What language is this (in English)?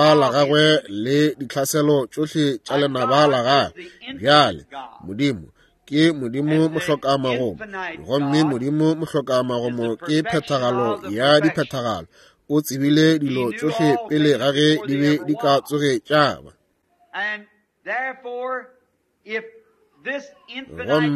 Northern Sotho